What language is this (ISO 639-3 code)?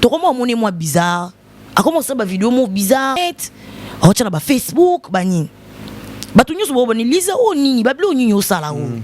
lin